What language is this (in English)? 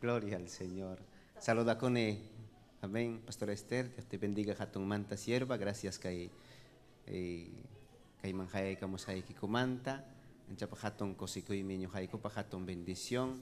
Ayacucho Quechua